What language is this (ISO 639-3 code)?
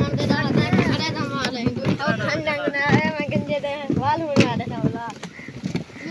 skr